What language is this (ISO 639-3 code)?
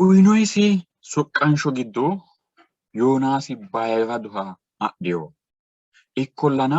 sid